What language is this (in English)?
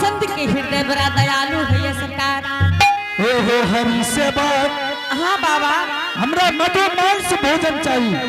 Angika